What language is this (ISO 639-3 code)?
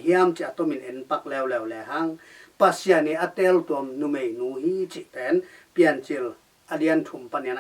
ctd